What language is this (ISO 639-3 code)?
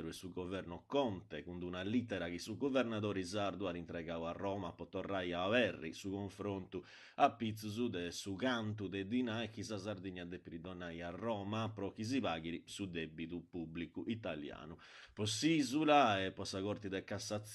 srd